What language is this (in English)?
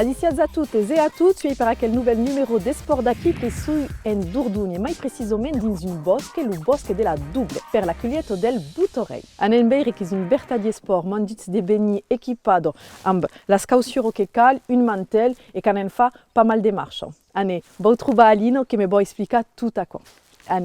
Occitan